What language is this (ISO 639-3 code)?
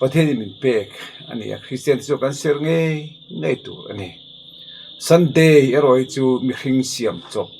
lus